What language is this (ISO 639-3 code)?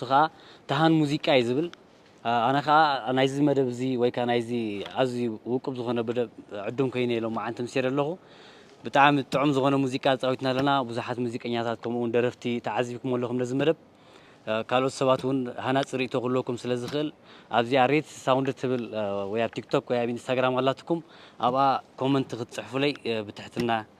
tir